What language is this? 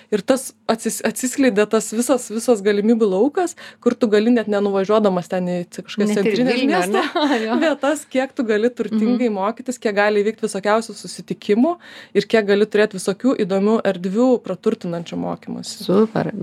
Lithuanian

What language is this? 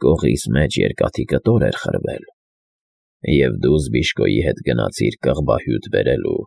Armenian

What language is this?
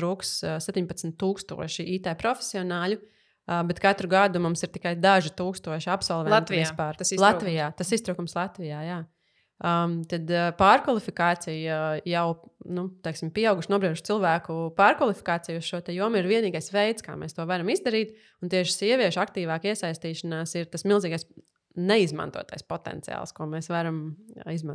Latvian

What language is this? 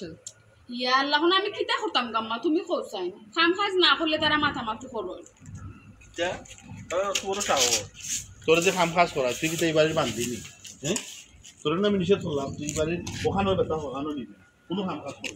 Sylheti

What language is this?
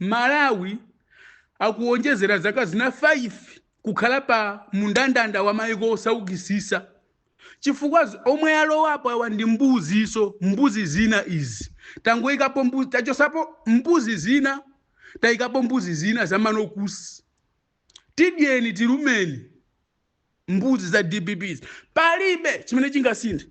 Nyanja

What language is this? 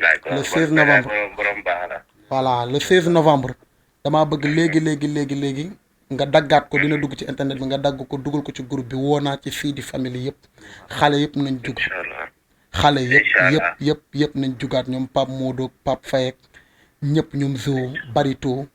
Wolof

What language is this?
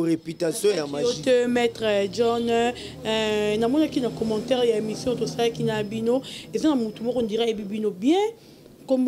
Lingala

